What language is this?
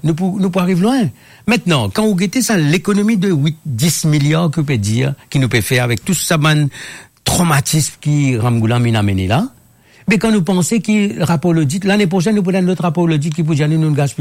Morisyen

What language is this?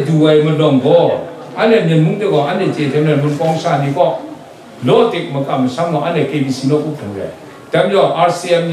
Kachin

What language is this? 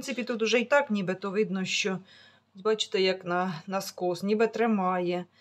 Ukrainian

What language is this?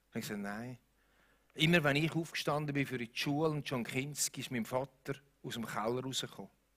Swiss German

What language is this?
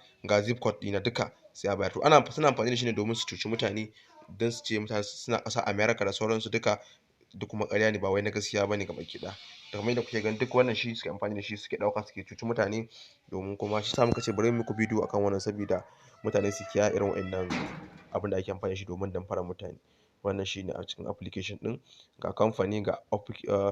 Hausa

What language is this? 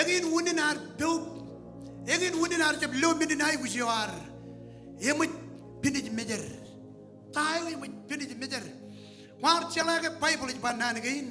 Marshallese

